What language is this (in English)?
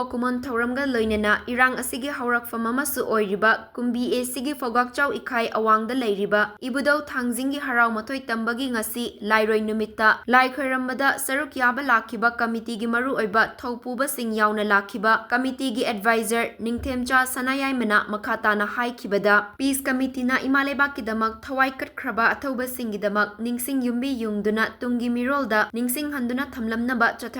Manipuri